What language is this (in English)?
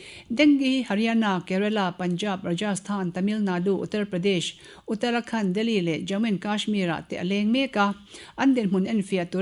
Mizo